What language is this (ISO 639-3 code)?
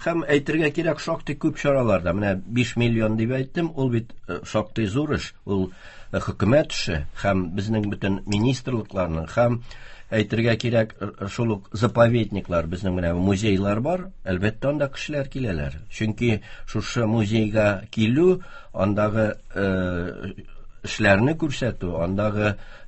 tat